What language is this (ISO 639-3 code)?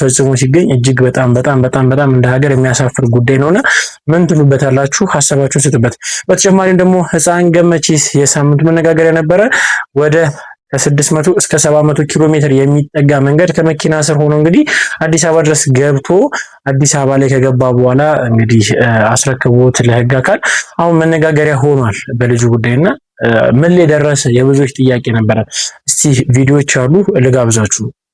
amh